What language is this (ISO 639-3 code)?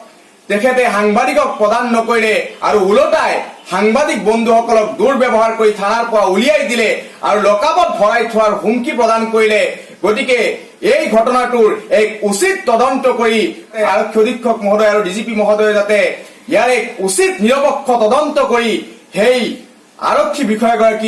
asm